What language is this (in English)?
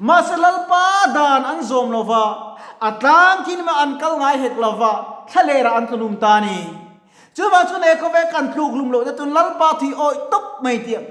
Mizo